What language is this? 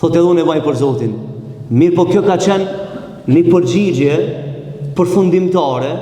Albanian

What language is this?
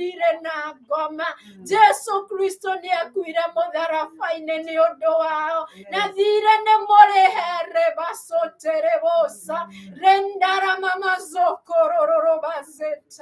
Kikuyu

